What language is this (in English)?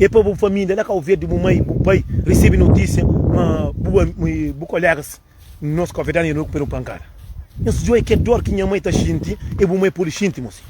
Kabuverdianu